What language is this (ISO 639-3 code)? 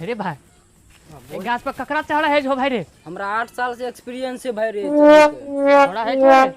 mai